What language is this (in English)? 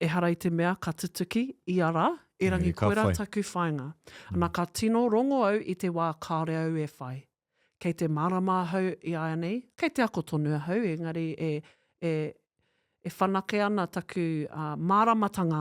Māori